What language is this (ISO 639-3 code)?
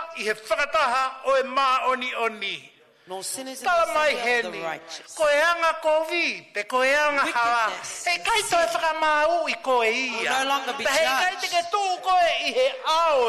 ton